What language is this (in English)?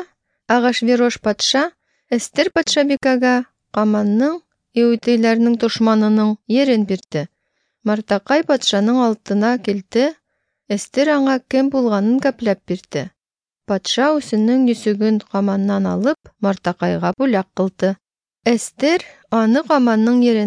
Tatar